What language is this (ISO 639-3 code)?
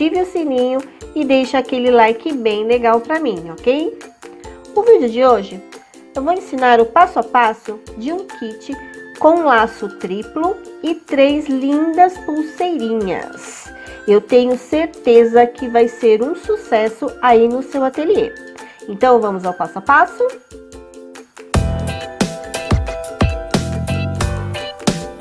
por